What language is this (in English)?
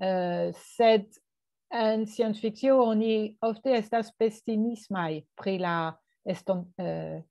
Esperanto